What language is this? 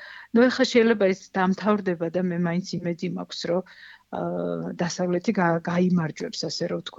Georgian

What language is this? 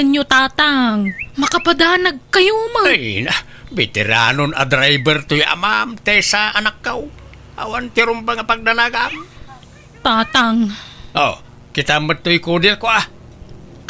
Iloko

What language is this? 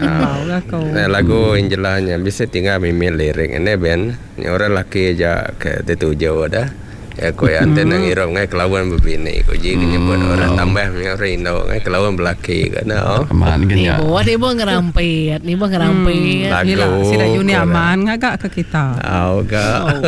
Iban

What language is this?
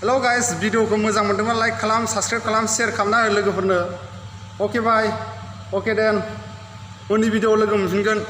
Bodo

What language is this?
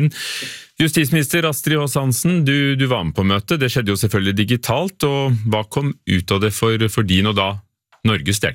Norwegian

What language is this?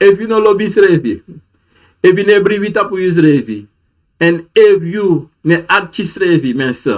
Sranan Tongo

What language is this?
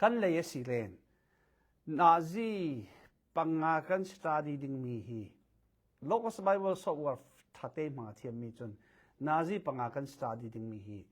Falam Chin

